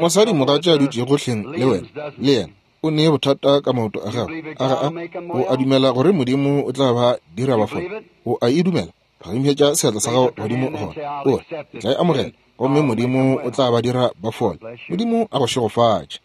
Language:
Northern Sotho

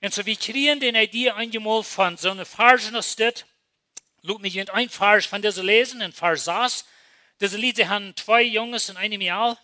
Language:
Plautdietsch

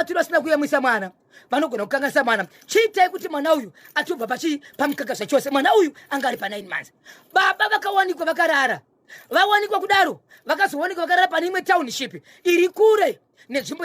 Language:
Shona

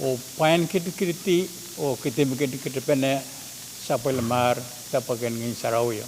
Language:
Pohnpeian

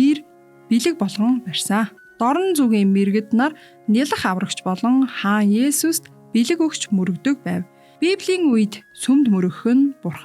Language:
Mongolian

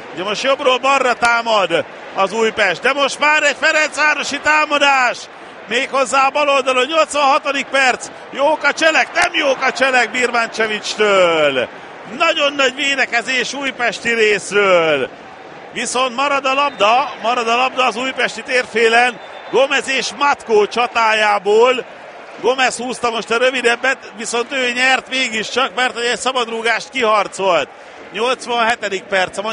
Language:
Hungarian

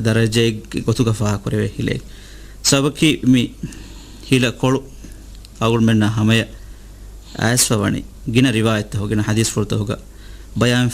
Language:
Divehi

